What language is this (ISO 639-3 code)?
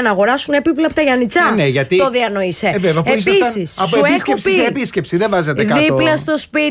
ell